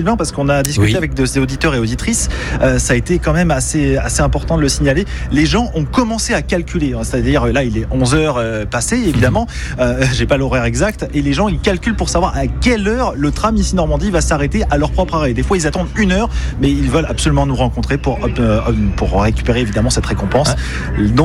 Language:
French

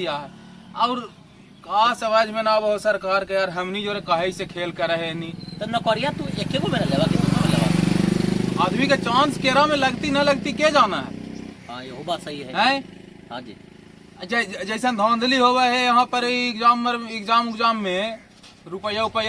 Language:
Magahi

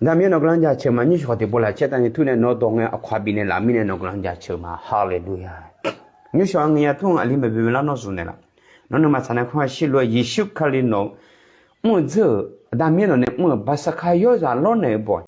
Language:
Akha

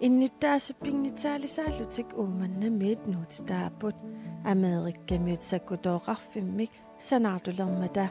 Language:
Kalaallisut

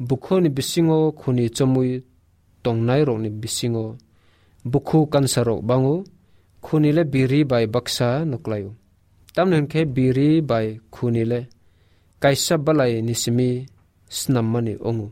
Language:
Kok Borok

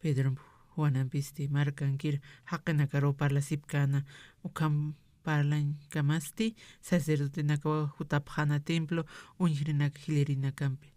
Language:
Aymara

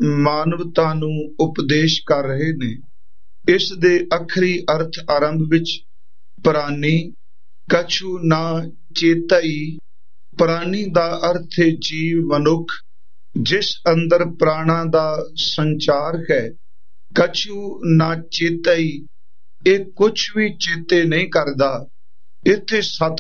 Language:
Punjabi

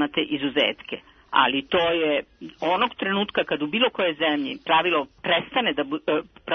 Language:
Serbian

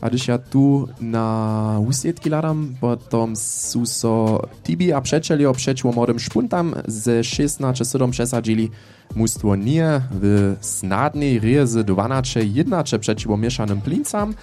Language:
Upper Sorbian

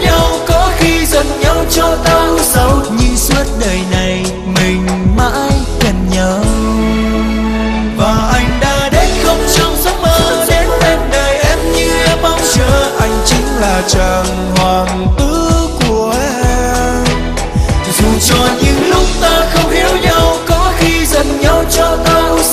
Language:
Vietnamese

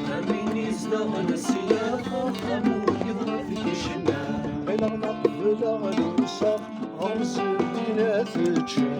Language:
Kabyle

